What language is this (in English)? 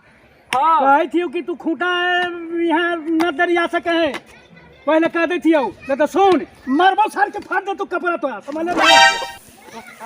Magahi